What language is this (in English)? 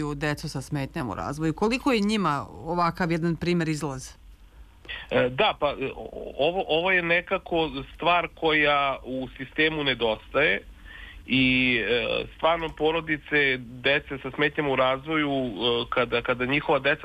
Serbian